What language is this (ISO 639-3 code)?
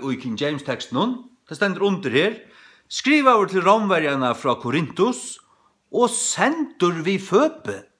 fao